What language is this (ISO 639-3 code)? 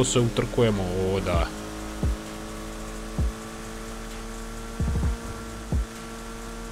hrv